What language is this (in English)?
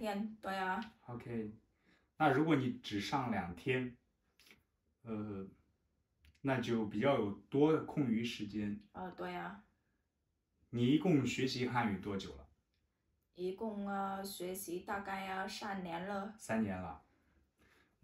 Chinese